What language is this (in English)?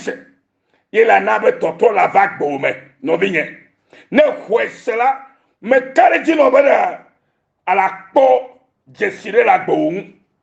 Ewe